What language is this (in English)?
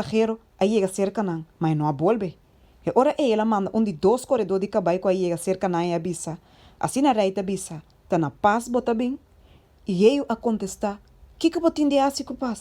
Papiamento